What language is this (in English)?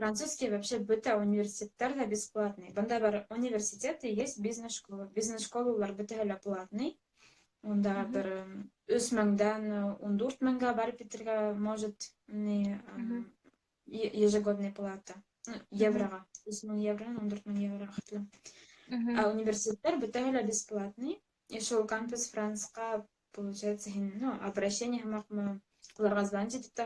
Bashkir